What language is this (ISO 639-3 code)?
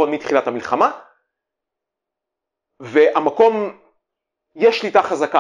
heb